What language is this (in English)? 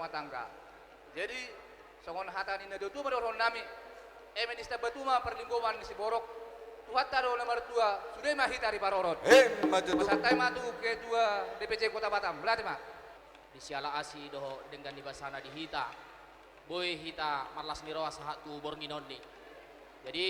Batak Toba